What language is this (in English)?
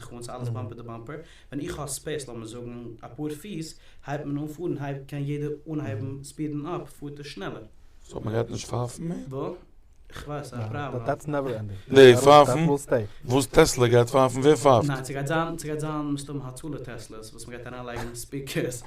Yiddish